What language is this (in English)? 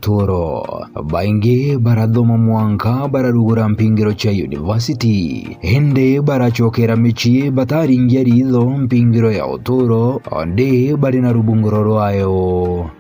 Meru